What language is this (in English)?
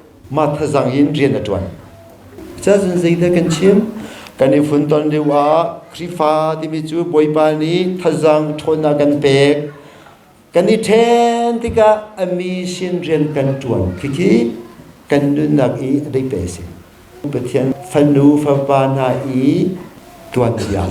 Hakha Chin